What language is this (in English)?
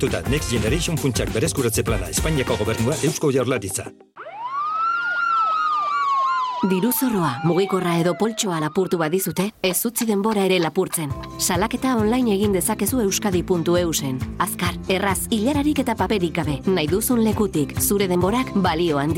Basque